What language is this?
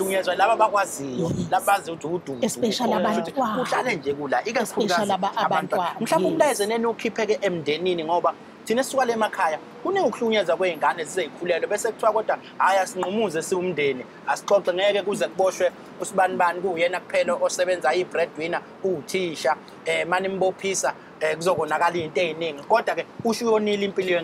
Zulu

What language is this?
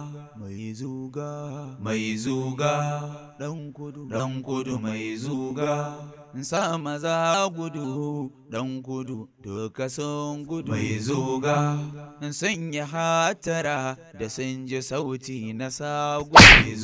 Hausa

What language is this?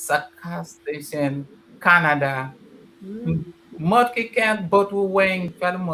Acoli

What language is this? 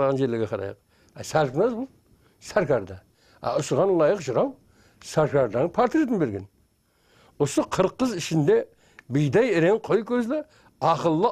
Kara-Kalpak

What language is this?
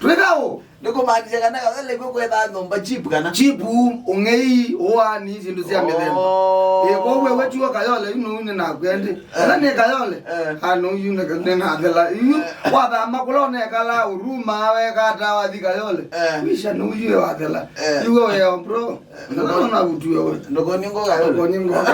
Kamba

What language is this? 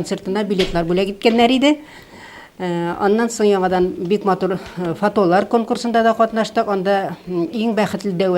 Tatar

